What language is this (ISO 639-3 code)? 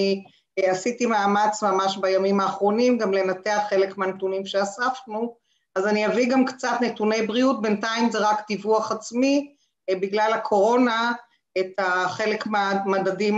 heb